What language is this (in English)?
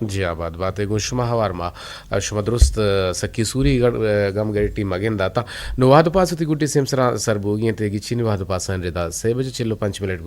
Eastern Balochi